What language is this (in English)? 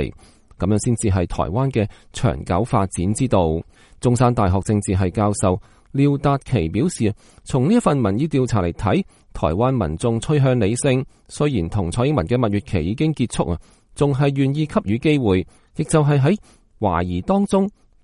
Cantonese